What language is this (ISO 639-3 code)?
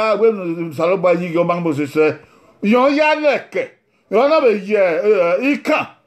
bin